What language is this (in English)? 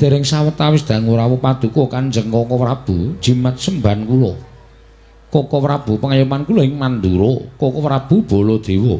Javanese